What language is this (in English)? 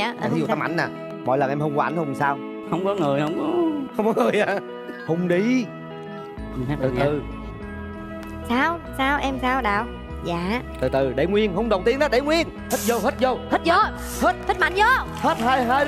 Vietnamese